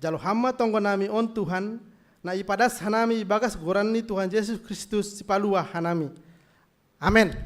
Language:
Batak Simalungun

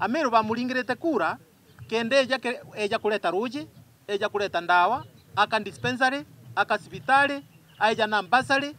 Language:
Meru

